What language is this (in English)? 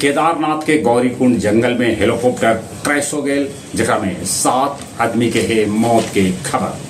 Magahi